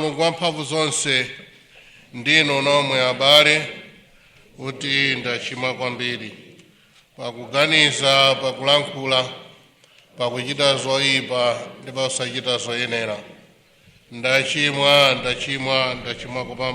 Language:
Nyanja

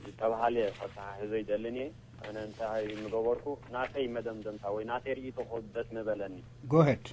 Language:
Tigrinya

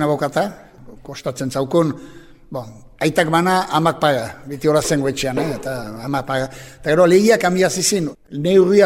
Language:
Basque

